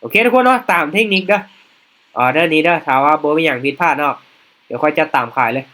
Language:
Lao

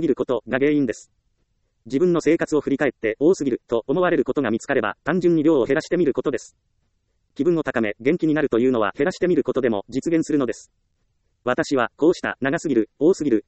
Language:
Japanese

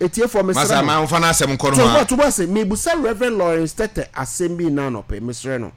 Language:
Akan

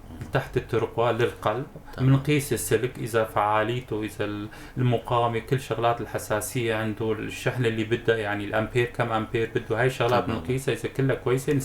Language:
North Levantine Arabic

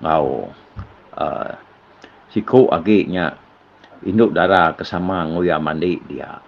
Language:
Iban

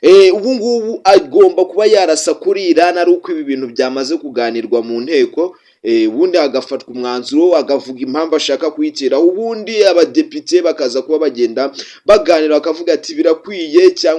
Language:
Kinyarwanda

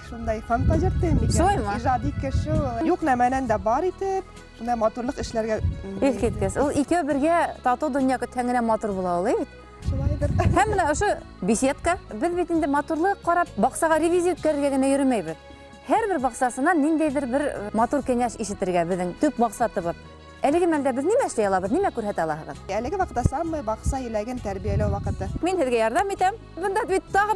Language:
Bashkir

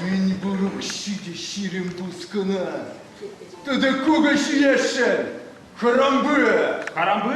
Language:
Chuvash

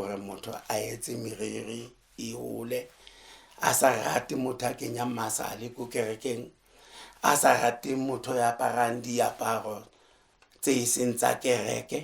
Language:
Southern Sotho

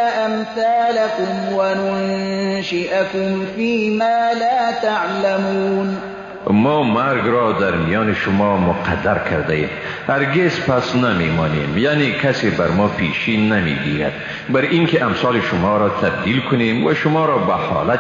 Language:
Persian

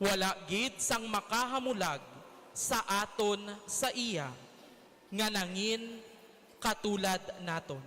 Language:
Hiligaynon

